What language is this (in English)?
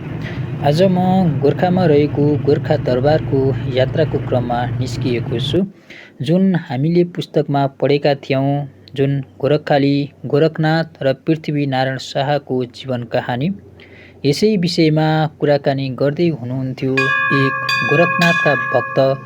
Nepali